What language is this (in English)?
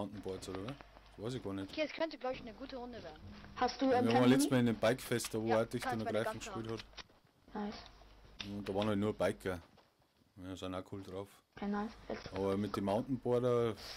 Bavarian